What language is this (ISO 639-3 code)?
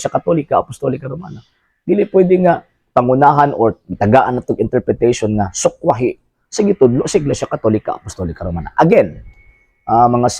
ceb